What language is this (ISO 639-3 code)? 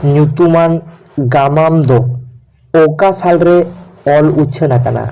sat